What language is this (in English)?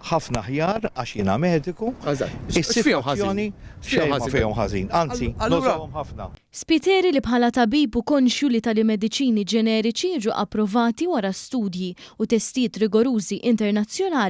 Maltese